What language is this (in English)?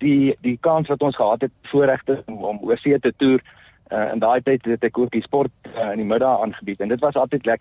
Afrikaans